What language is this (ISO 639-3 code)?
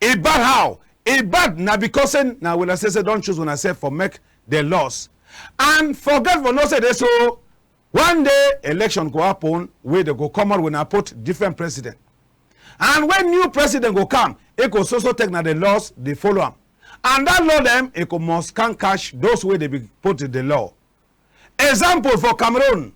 wes